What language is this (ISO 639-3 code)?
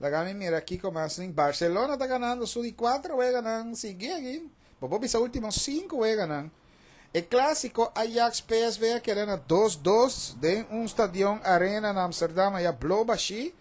pap